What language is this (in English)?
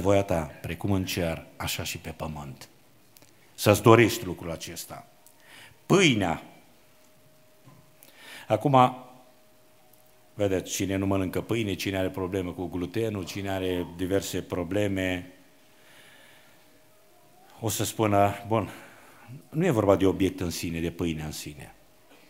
Romanian